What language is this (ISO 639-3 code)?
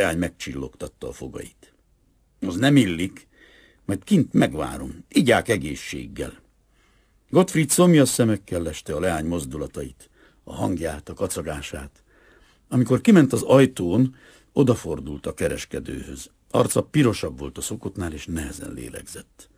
hun